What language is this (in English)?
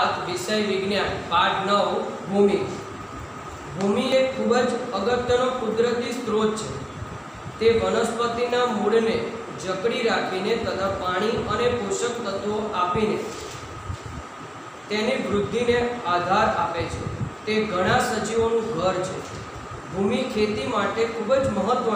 Gujarati